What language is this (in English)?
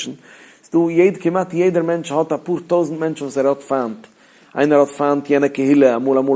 Yiddish